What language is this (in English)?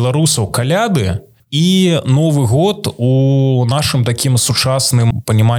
Belarusian